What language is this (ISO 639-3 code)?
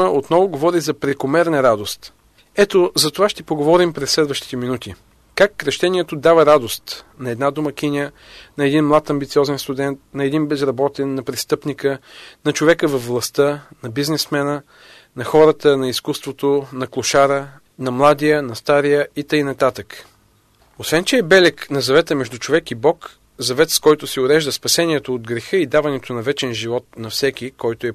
bul